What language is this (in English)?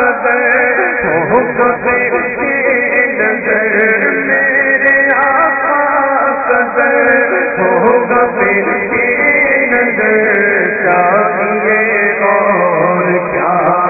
Urdu